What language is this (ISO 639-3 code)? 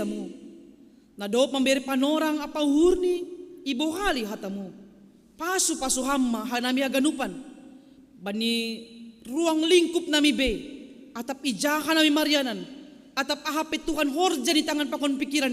bts